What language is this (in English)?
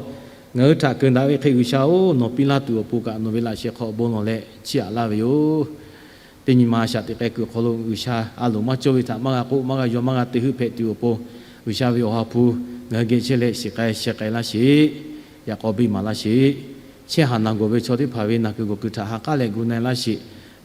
Lahu